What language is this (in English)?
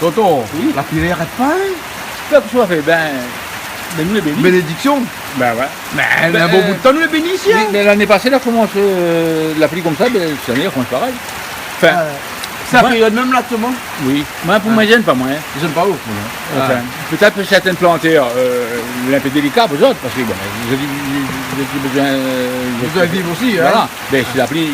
Réunion Creole French